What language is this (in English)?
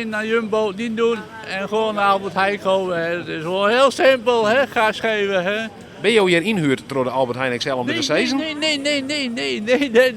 Western Frisian